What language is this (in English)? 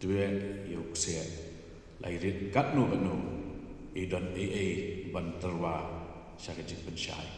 Khasi